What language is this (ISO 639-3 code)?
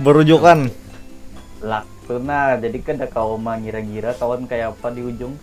bjn